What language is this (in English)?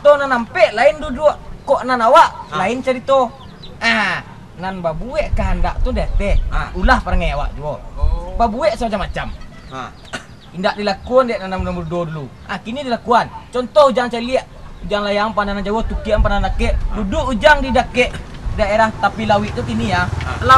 Minangkabau